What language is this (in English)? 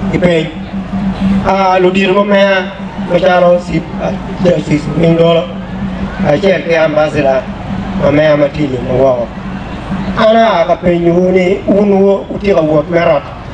Acoli